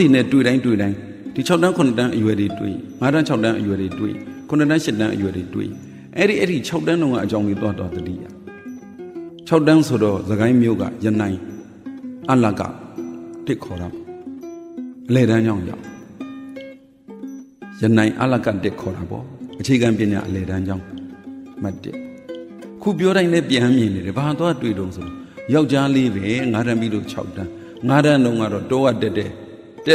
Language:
Burmese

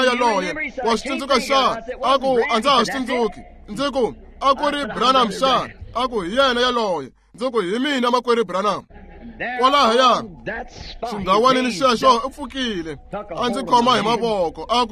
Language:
Tsonga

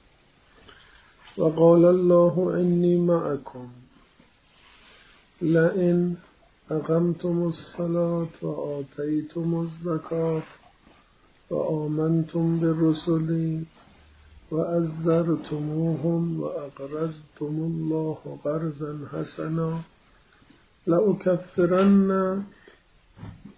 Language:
Persian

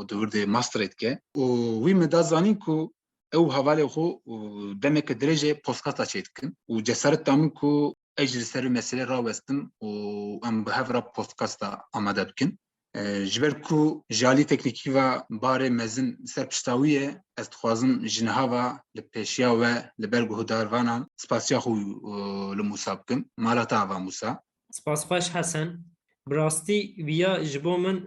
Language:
Kurdish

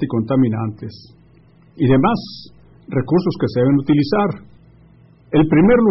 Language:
Spanish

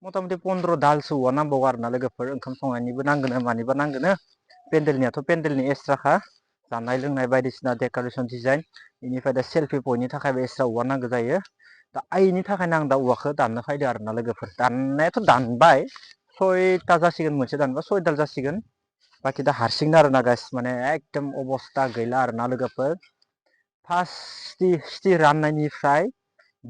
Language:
Bodo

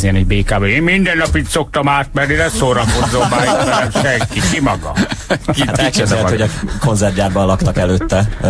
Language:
Hungarian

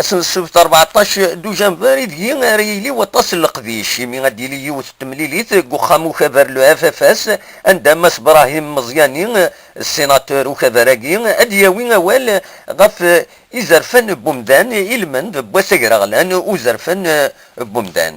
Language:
Kabyle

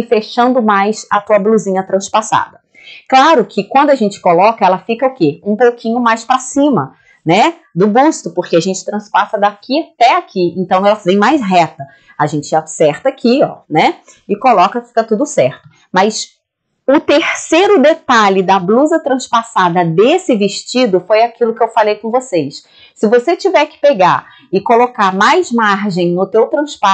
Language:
Portuguese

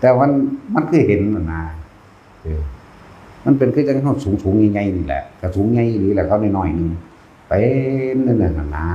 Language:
Northeastern Thai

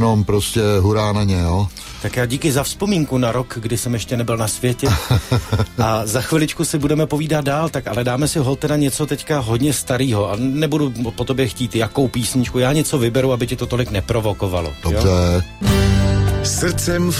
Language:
Czech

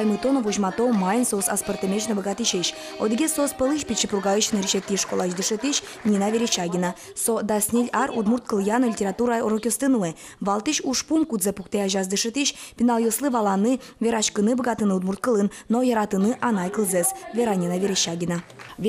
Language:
Udmurt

